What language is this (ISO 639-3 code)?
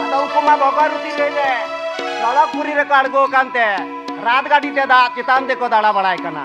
sat